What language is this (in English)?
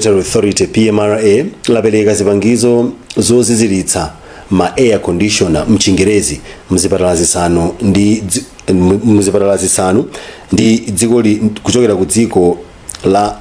Nyanja